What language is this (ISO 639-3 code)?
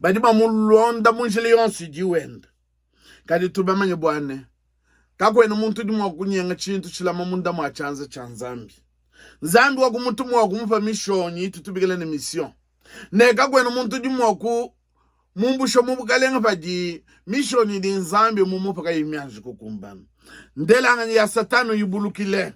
lua